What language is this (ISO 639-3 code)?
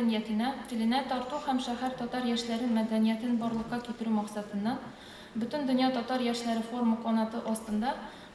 tat